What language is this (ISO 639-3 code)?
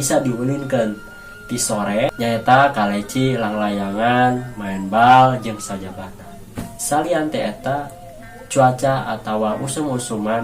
sun